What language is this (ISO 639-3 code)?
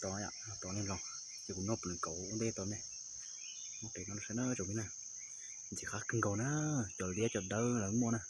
hmn